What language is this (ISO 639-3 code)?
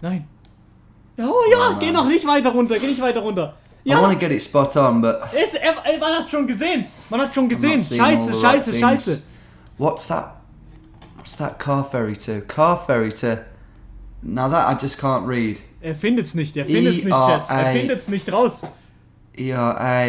gsw